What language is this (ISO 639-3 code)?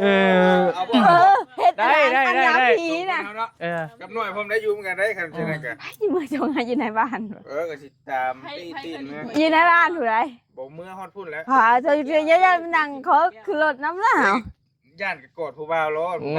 tts